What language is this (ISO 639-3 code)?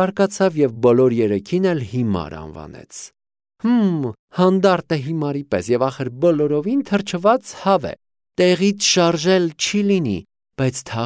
hye